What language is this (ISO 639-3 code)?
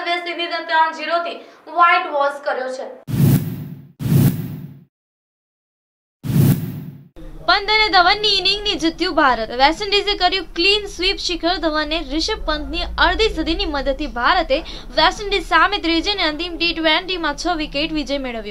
guj